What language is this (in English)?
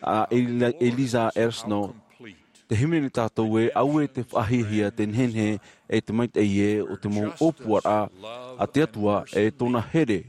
Tahitian